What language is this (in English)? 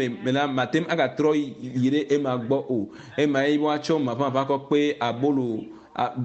Ewe